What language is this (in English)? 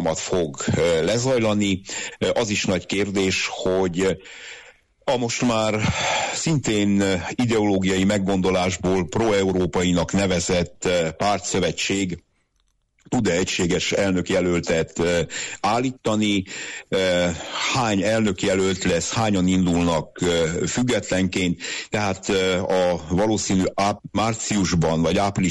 Hungarian